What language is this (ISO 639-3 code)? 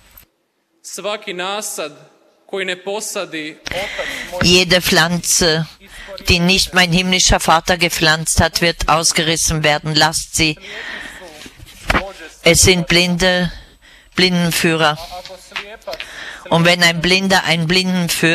deu